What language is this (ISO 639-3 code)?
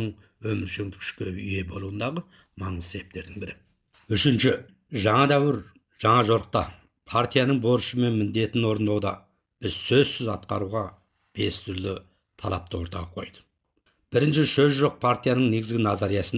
kaz